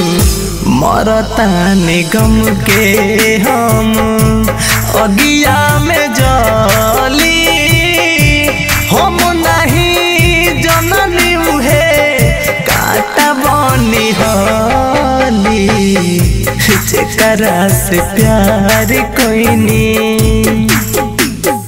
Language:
Bhojpuri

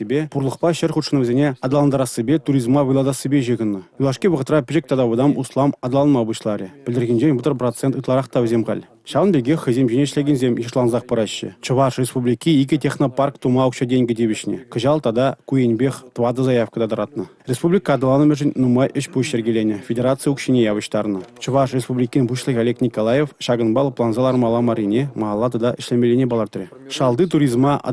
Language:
Chuvash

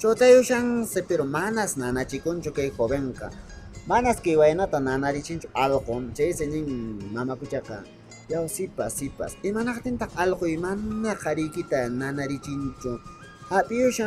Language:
Quechua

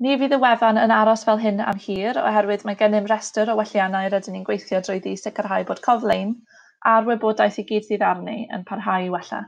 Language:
Welsh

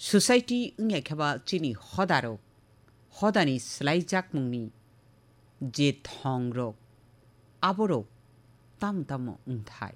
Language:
Kok Borok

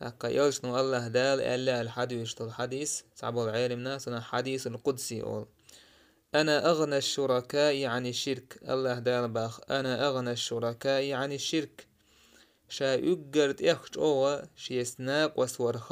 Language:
Chechen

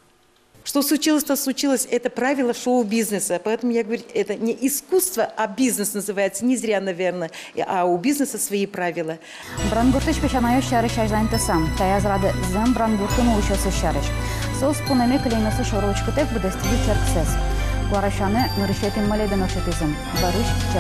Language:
Udmurt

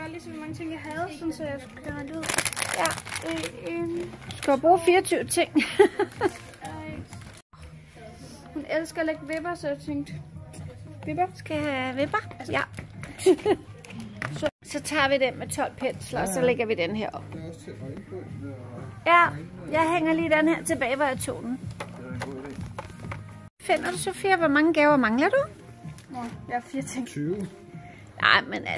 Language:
Danish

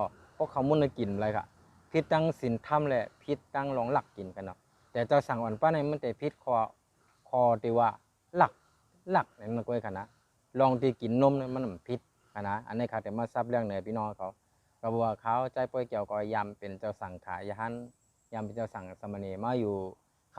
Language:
Shan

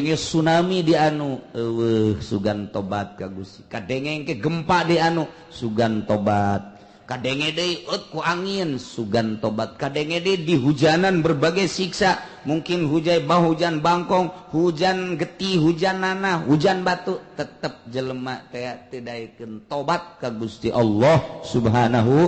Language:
Sundanese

